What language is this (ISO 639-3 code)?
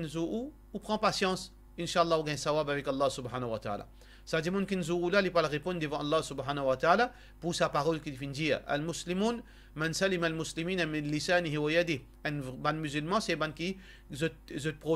mfe